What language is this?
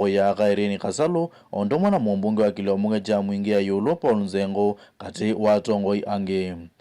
Kamba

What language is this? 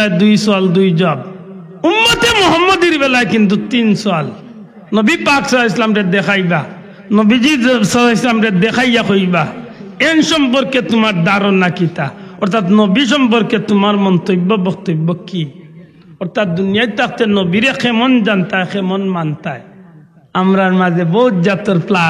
Sylheti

